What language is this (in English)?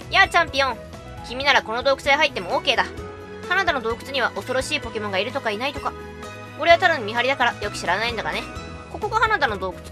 Japanese